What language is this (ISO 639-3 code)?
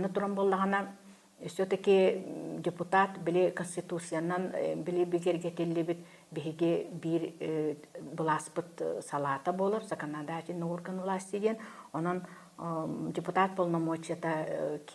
sah